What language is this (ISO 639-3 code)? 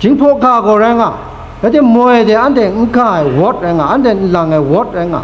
kac